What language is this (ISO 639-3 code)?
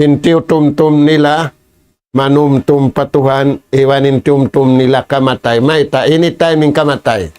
tsg